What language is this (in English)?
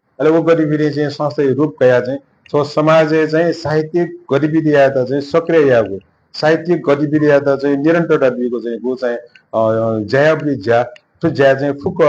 Newari